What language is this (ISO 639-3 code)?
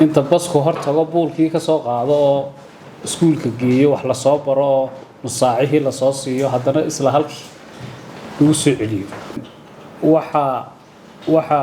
som